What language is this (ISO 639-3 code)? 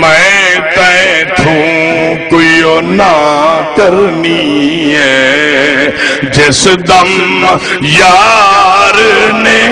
skr